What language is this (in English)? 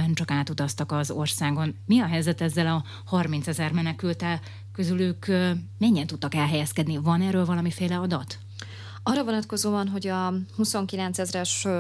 Hungarian